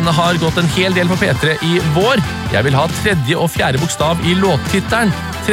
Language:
Norwegian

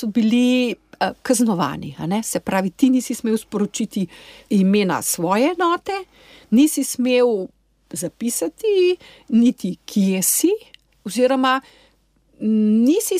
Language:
Slovenian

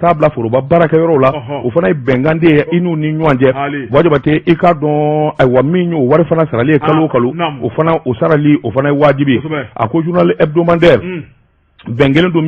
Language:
Bambara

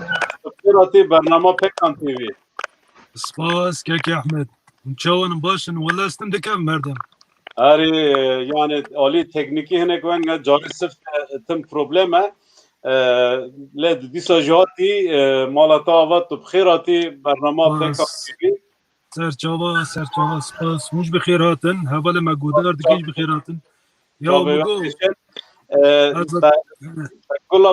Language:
Kurdish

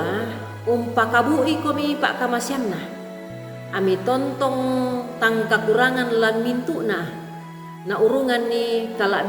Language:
Toraja-Sa'dan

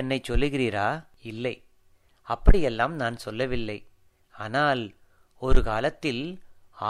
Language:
Tamil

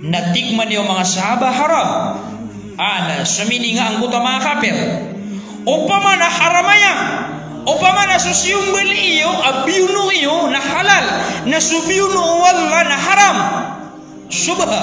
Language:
Maranao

